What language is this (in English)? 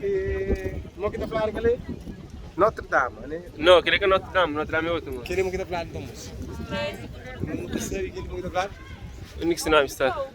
Kabuverdianu